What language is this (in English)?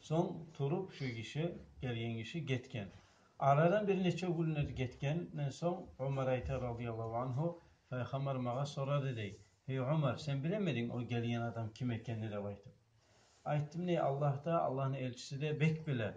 Kumyk